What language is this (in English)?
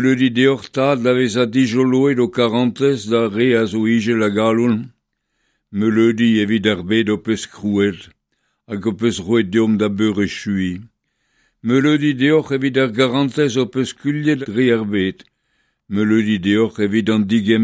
Breton